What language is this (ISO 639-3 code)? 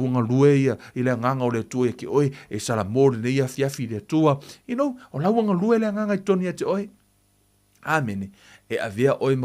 smo